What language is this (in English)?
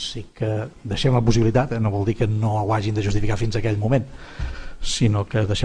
Catalan